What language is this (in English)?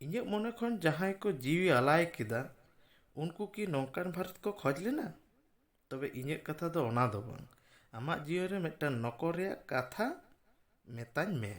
Santali